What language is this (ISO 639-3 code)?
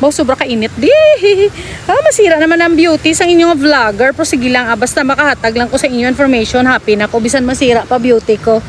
hil